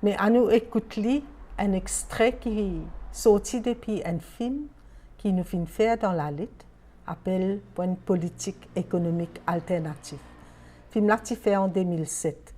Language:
Morisyen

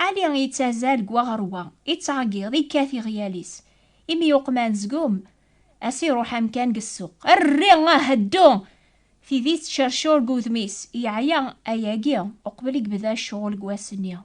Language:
Kabyle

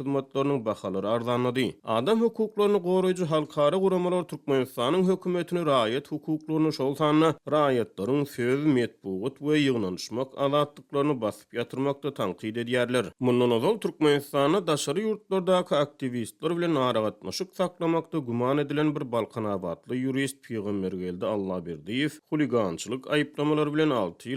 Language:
Turkmen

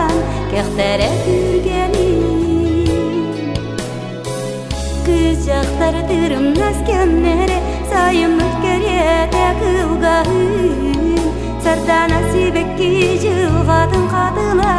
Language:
Yakut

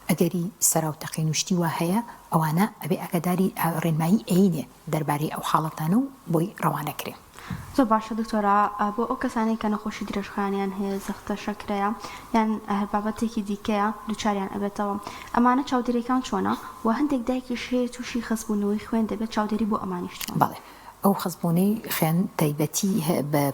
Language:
Central Kurdish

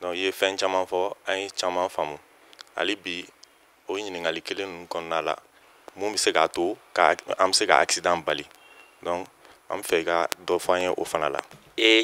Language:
Bambara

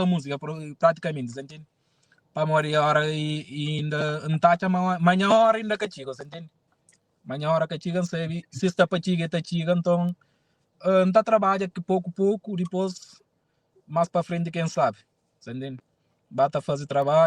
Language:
Kabuverdianu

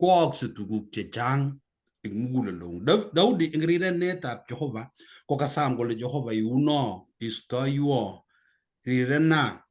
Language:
Kalenjin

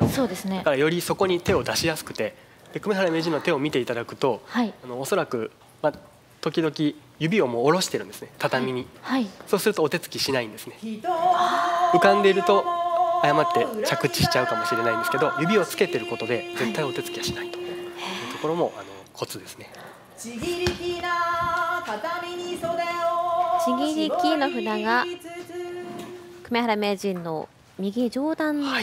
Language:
Japanese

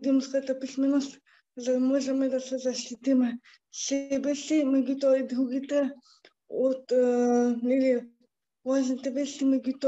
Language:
Macedonian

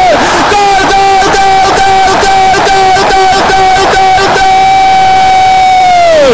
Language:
Indonesian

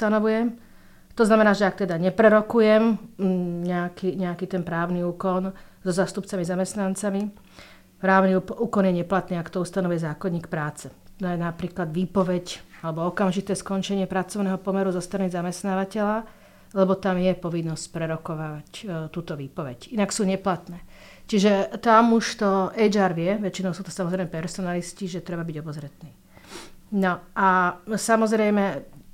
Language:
Slovak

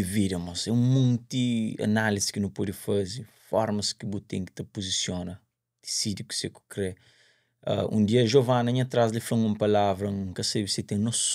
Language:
Kabuverdianu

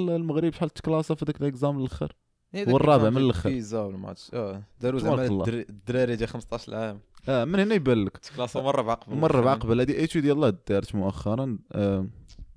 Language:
Moroccan Arabic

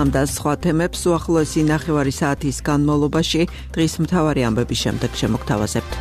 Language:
Georgian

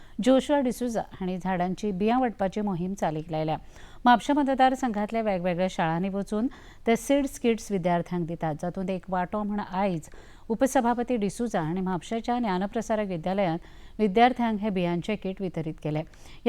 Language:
Konkani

